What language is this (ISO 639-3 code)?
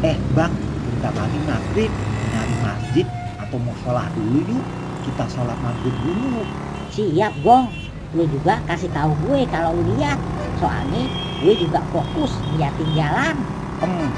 bew